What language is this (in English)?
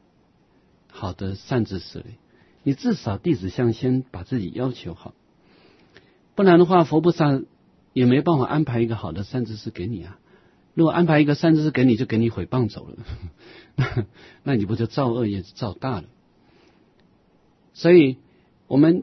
Chinese